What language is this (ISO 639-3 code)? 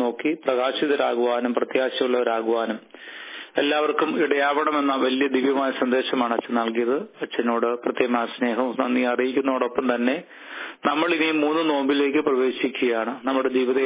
mal